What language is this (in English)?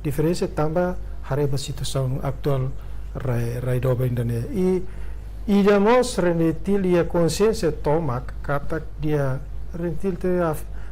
Tetum